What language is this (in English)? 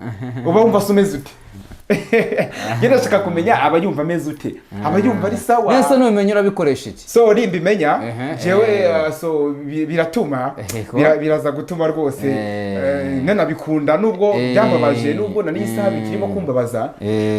Kinyarwanda